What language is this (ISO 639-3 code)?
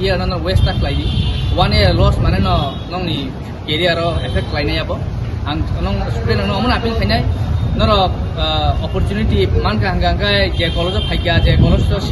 trp